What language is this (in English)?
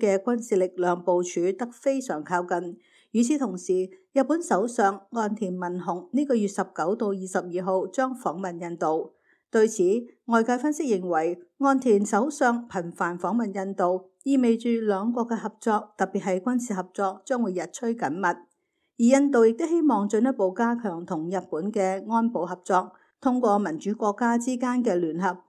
Cantonese